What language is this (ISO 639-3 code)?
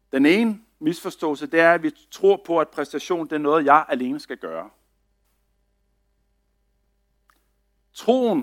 dan